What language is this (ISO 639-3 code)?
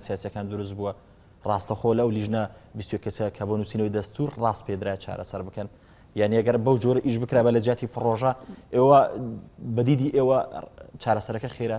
ckb